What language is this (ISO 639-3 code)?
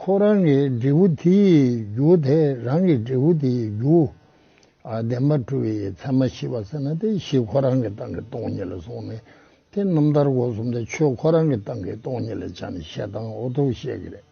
bod